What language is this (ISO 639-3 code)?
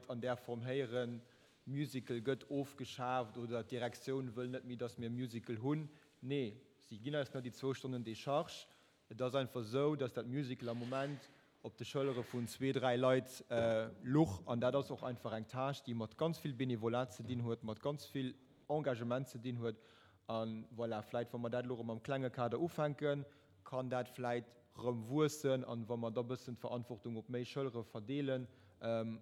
ltz